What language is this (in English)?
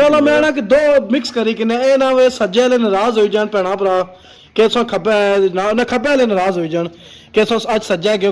Pahari-Potwari